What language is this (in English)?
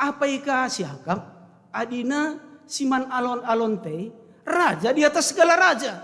Batak Karo